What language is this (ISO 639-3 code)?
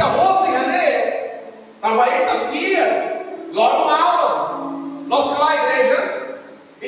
tet